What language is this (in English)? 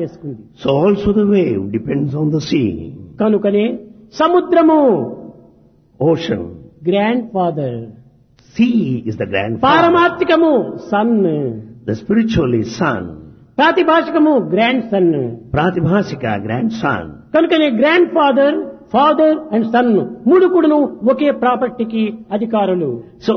Telugu